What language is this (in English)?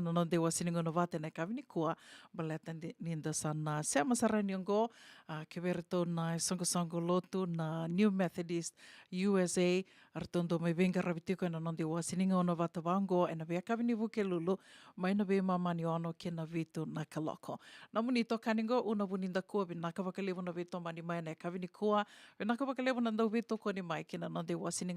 Fijian